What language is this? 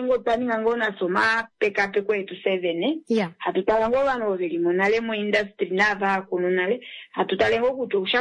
Kuanyama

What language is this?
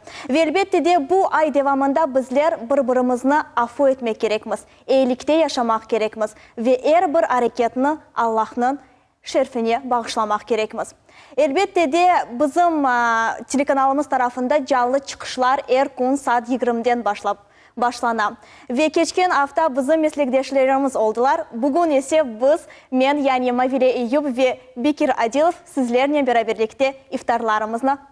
Crimean Tatar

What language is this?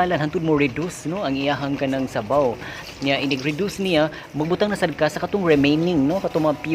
Cebuano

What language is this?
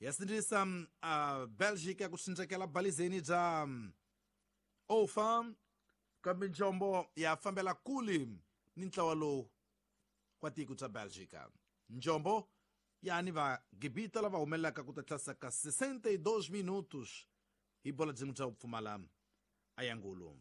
Tsonga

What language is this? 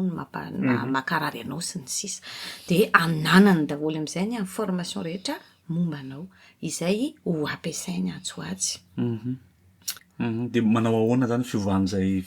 Malagasy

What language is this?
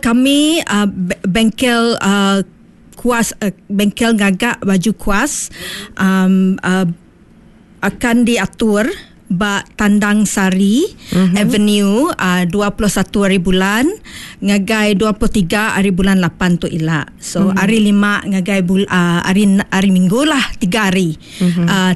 Iban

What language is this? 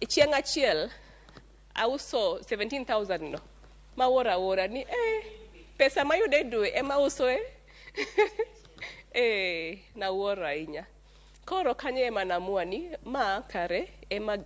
Luo (Kenya and Tanzania)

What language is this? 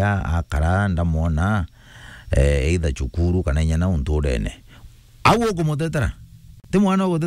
Meru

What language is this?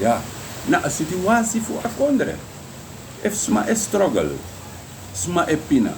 Sranan Tongo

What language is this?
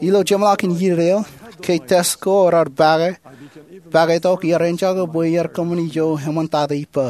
Marshallese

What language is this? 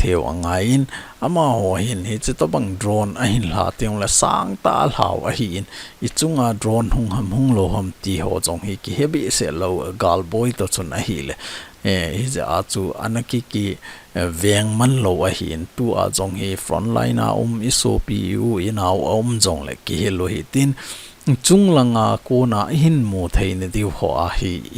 Thado Chin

